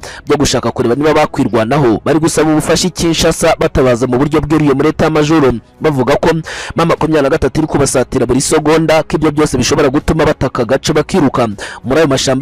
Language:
Kinyarwanda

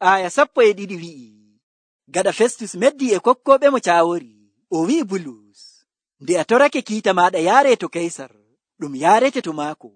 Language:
Nigerian Fulfulde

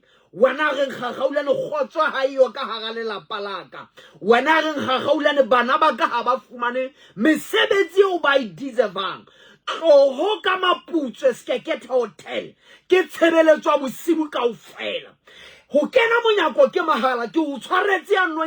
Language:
Southern Sotho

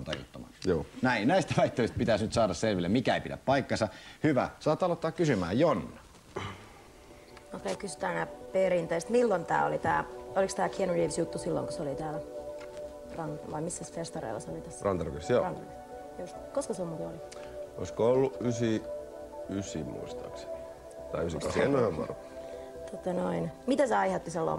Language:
Finnish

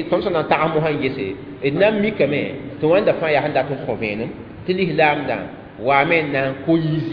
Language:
Mossi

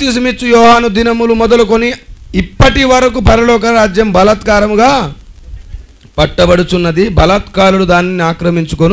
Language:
Telugu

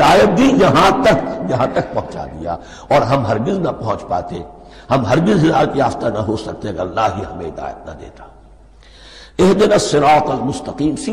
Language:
Urdu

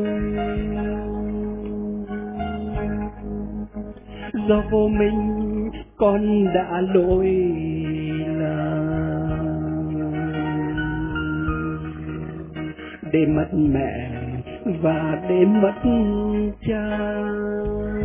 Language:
Vietnamese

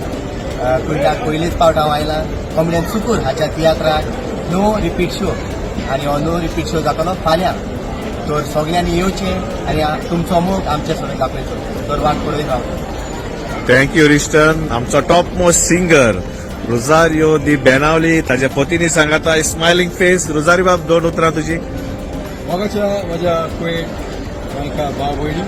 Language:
Konkani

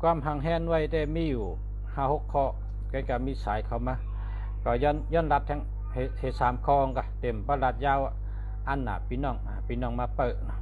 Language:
Shan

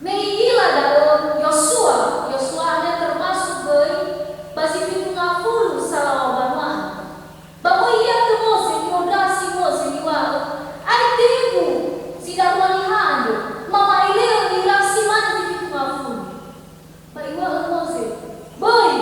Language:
Nias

